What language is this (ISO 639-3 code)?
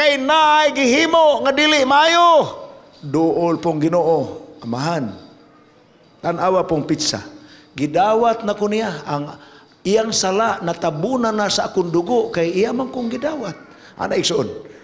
ceb